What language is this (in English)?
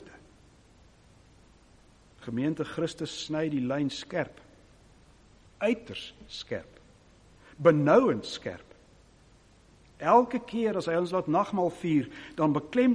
Afrikaans